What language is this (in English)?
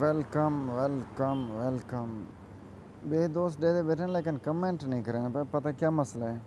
Saraiki